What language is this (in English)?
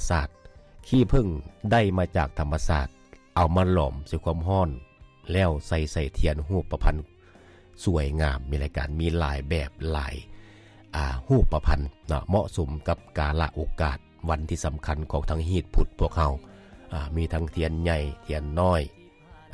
Lao